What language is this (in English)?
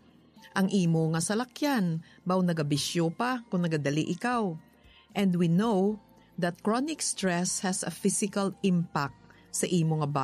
Hiligaynon